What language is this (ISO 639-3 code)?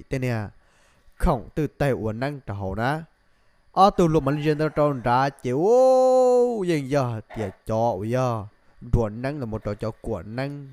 hmn